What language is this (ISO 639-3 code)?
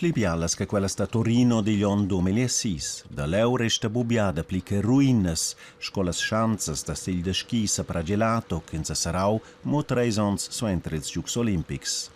roh